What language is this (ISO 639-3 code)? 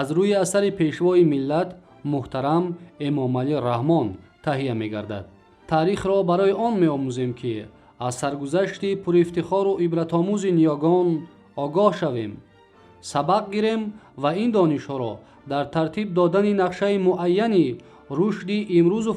tgk